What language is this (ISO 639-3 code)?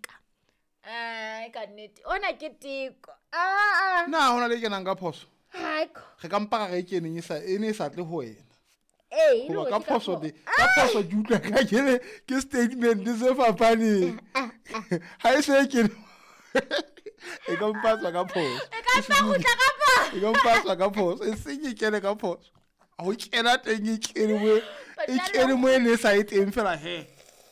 sot